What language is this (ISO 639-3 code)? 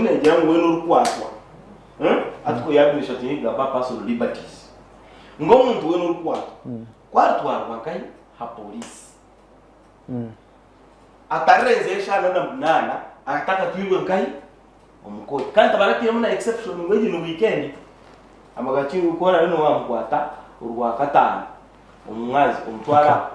nyn